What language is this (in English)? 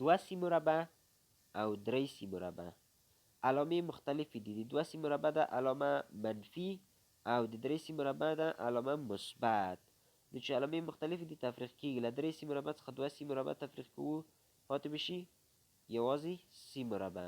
Pashto